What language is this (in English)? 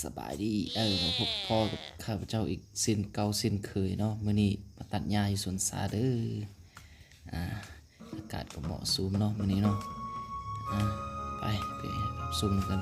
Lao